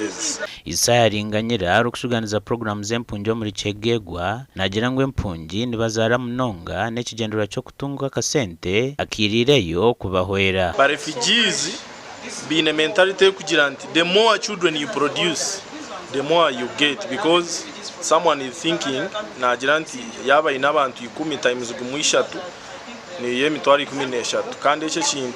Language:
Nyankole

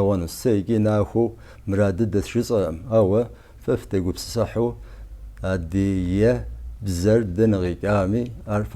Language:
Kabardian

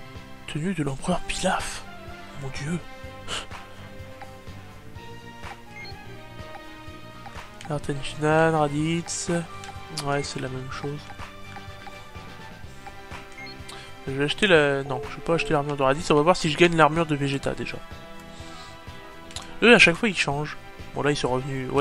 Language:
French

